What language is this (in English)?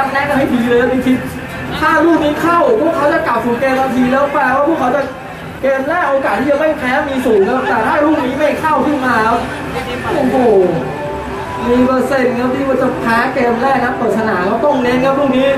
Thai